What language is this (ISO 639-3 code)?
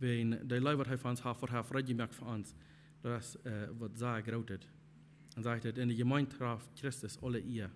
pdt